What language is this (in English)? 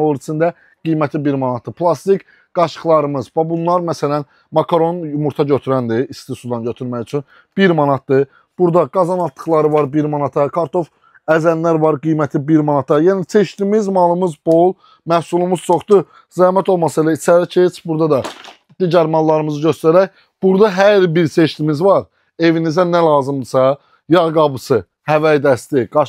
Azerbaijani